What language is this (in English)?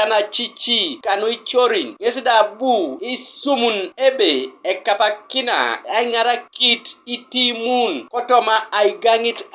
Teso